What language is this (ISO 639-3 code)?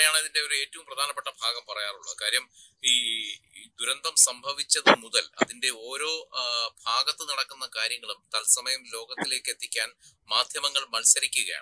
mal